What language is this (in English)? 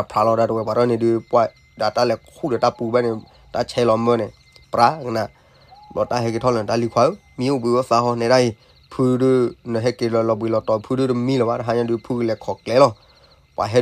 S'gaw Karen